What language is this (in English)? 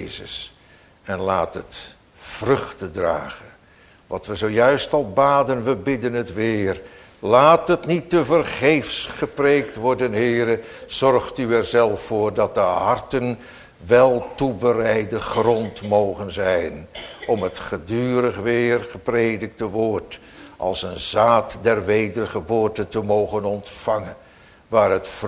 Dutch